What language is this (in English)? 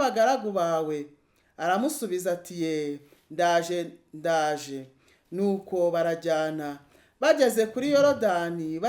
Kinyarwanda